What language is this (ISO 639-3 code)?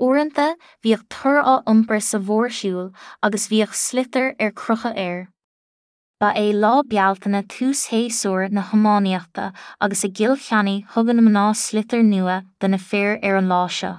gle